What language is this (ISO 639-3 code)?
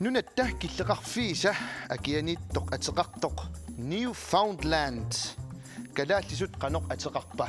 kal